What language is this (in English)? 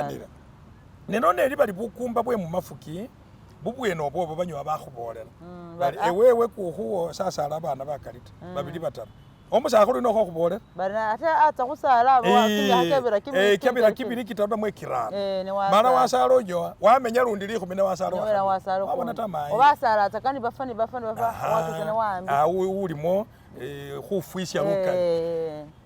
Masaaba